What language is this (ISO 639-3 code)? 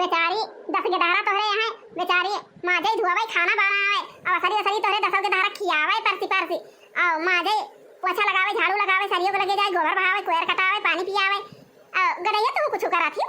awa